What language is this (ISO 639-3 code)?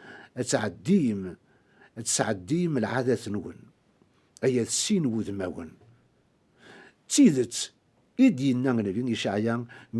kab